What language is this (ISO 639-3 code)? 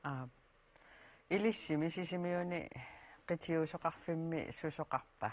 kal